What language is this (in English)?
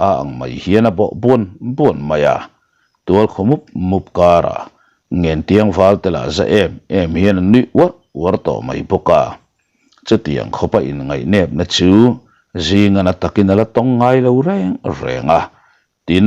Mizo